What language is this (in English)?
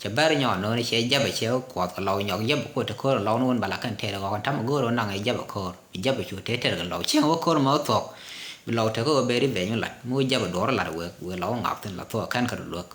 Nuer